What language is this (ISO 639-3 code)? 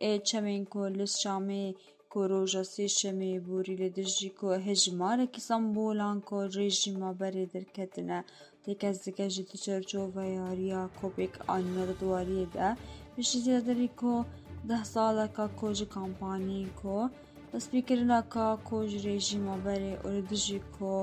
kur